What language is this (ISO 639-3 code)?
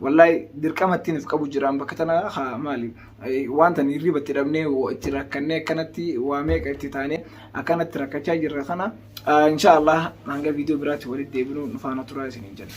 orm